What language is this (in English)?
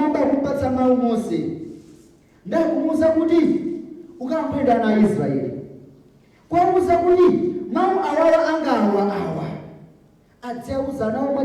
Nyanja